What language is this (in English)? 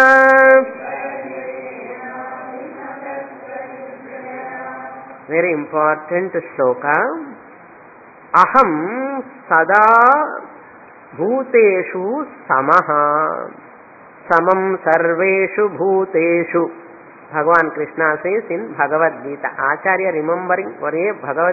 Telugu